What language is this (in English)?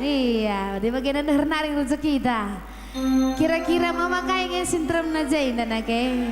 Batak Karo